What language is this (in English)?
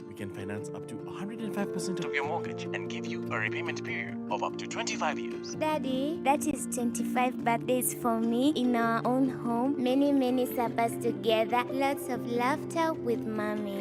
Meru